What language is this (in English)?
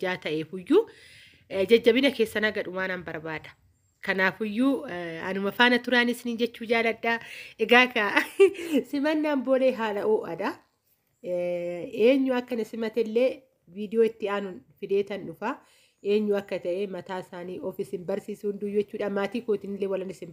Oromo